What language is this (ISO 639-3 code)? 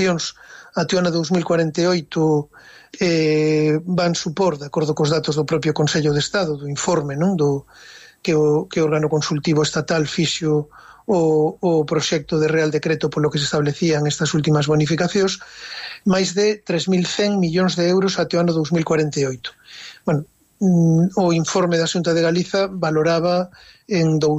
glg